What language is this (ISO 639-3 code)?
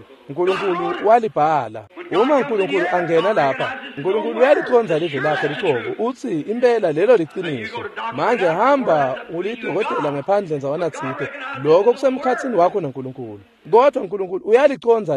ssw